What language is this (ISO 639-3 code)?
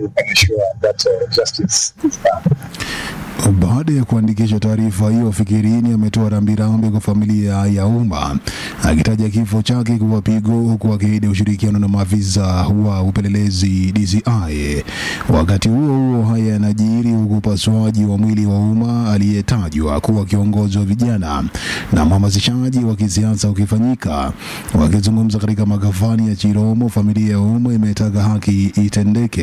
swa